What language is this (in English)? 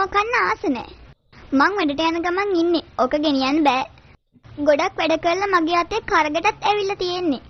Sinhala